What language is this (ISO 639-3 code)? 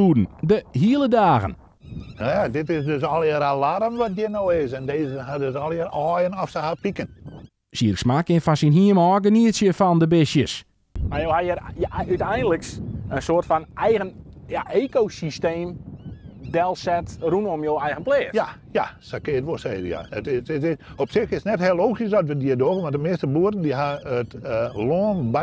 fry